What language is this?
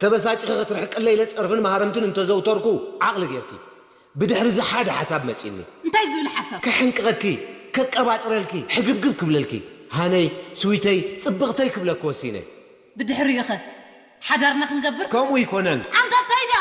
Tigrinya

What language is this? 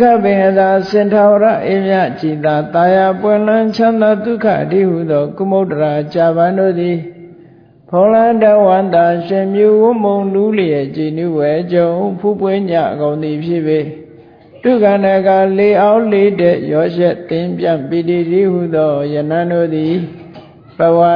Burmese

